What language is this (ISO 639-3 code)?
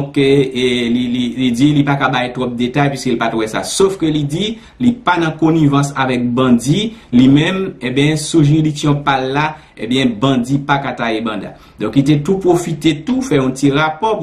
hat